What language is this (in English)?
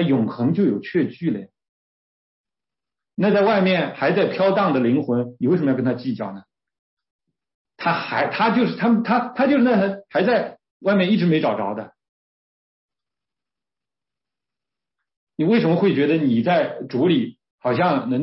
Chinese